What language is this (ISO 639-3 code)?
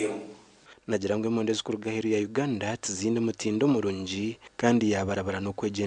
nyn